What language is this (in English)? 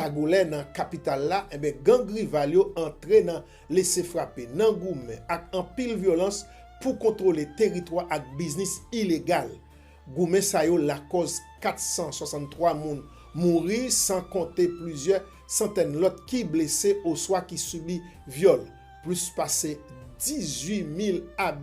Haitian Creole